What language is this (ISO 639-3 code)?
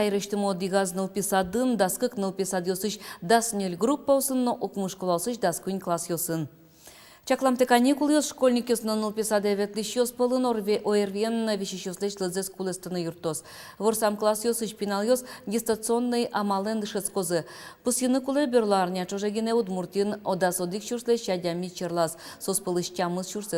udm